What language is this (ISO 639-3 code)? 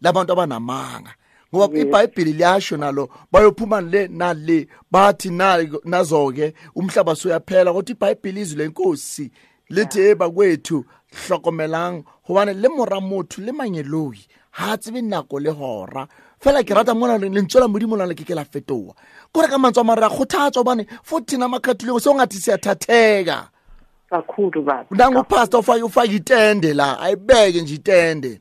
sot